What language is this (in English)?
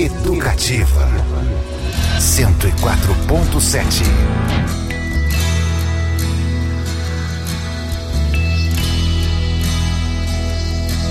Portuguese